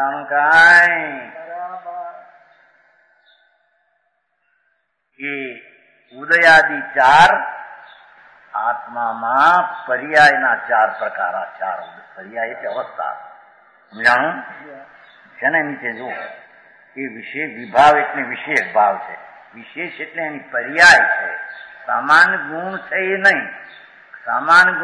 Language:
Gujarati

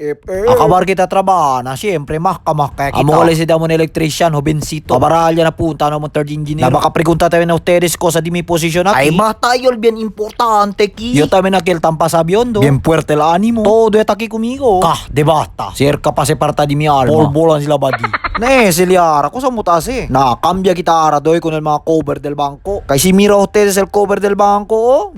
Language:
Chavacano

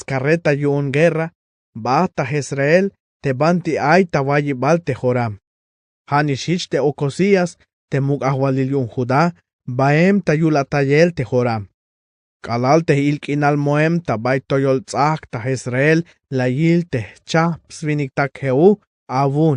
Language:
Tzeltal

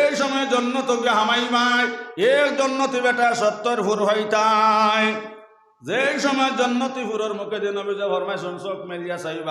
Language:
Sylheti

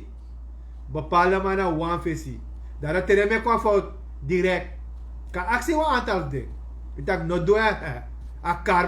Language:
Sranan Tongo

